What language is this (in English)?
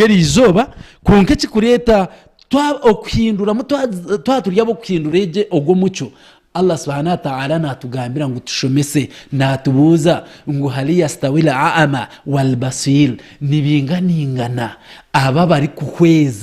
Nyankole